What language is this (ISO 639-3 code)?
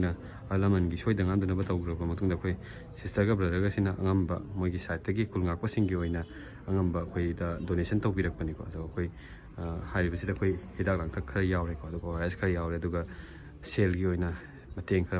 mni